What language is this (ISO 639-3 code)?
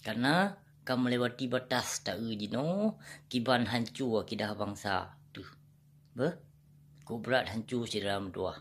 ace